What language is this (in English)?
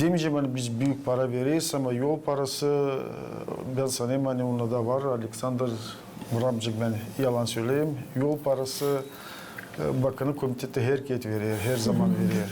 Gagauz